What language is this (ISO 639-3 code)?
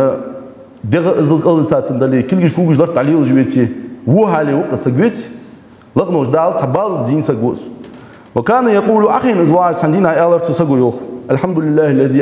inh